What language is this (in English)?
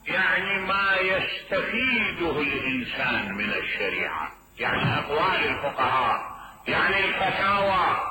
Mesopotamian Arabic